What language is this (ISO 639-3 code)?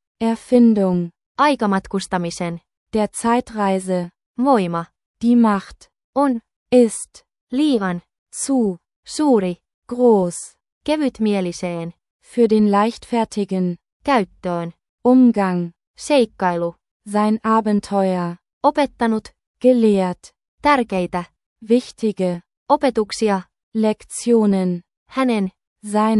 fin